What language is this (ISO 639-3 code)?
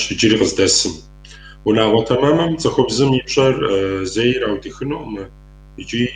kbd